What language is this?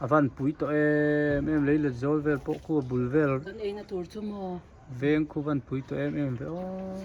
Hmar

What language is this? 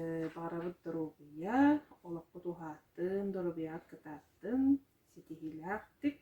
Yakut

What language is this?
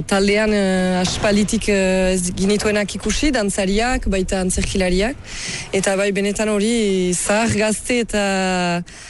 Basque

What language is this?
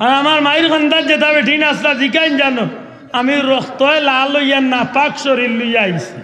Sylheti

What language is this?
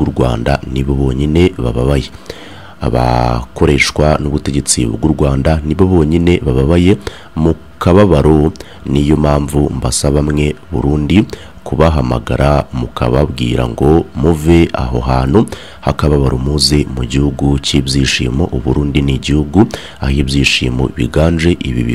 Kinyarwanda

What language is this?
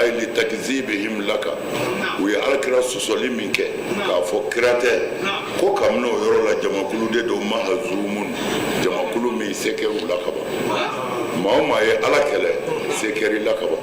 Bambara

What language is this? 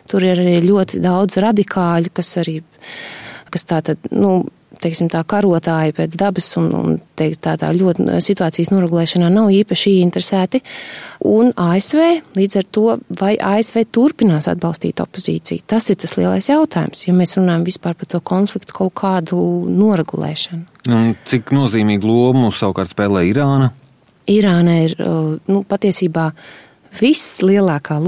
Latvian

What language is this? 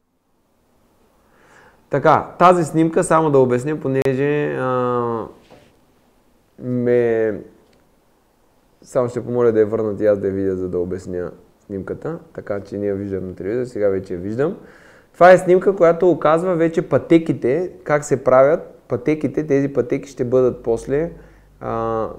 Bulgarian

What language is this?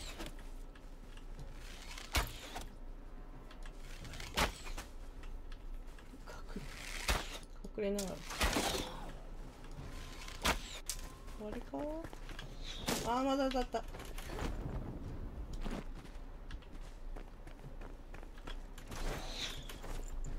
Japanese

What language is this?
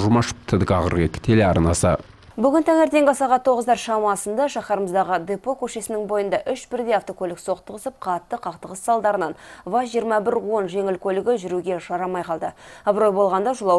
Kazakh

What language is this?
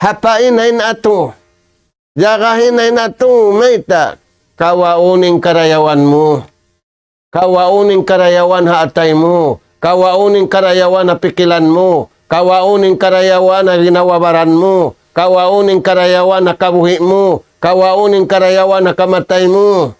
Tausug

